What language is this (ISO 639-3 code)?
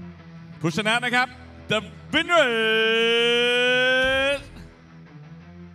tha